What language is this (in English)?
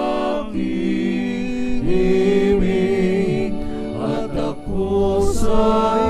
Pampanga